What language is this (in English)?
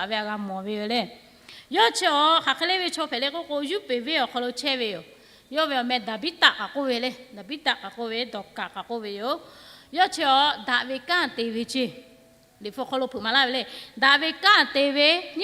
Lahu